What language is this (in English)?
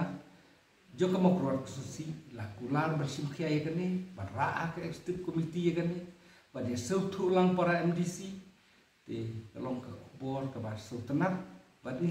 Khasi